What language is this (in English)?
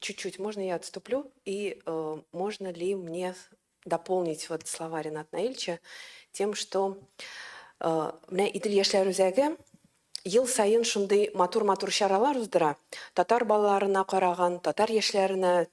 Tatar